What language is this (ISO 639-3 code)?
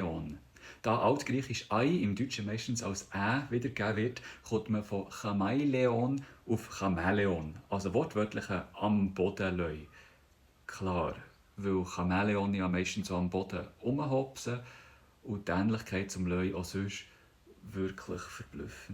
gsw